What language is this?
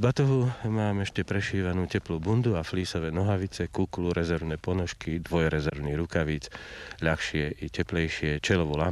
Slovak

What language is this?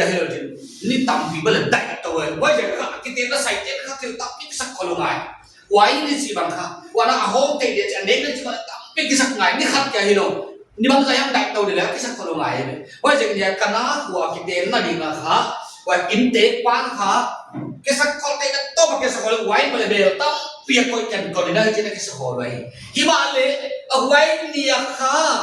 Paite Chin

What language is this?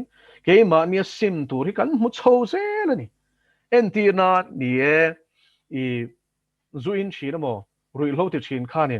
Mizo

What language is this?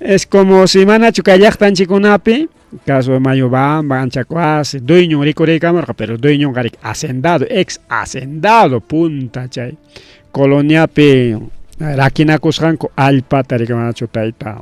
Ayacucho Quechua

